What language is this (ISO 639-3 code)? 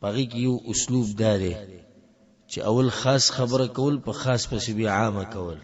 pus